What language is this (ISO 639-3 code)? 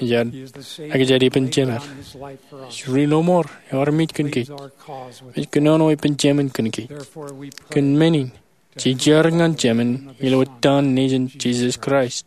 mah